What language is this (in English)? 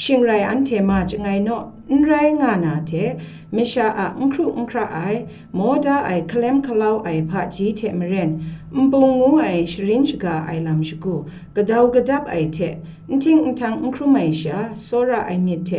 Kachin